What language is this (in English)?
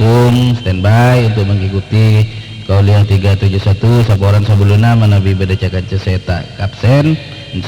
Madurese